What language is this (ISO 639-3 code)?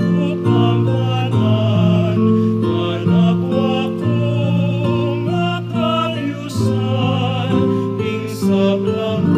pam